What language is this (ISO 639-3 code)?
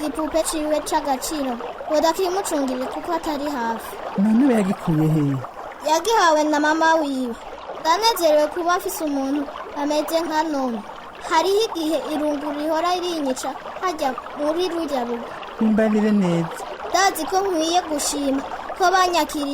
run